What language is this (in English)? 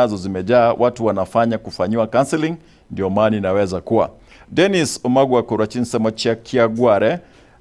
Gusii